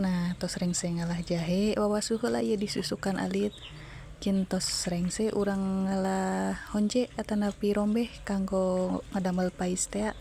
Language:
Sundanese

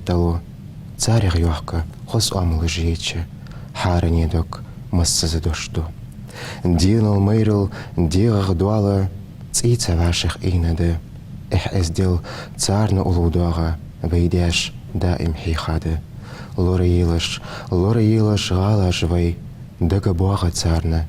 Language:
Ingush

